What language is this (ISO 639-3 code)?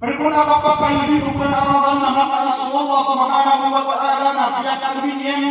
mrw